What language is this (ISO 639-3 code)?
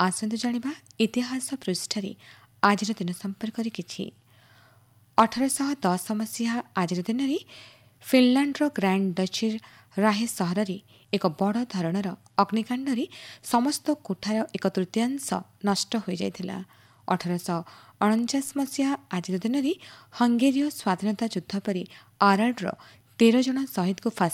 ori